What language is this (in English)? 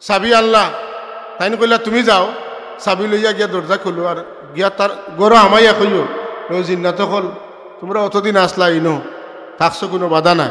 Sylheti